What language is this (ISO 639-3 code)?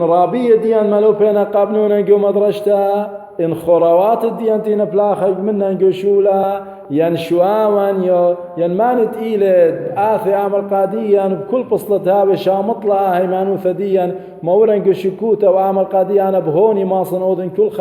aii